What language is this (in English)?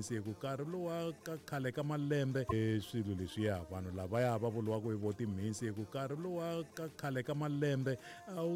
Tsonga